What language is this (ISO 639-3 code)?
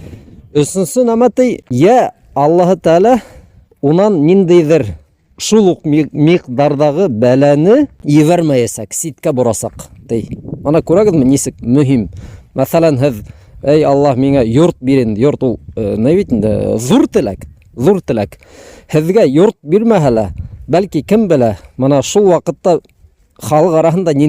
bak